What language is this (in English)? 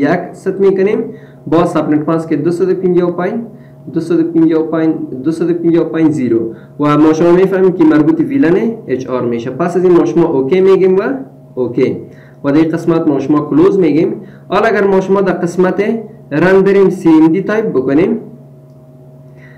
Persian